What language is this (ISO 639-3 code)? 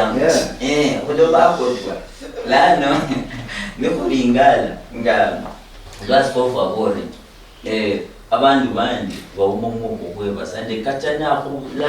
luy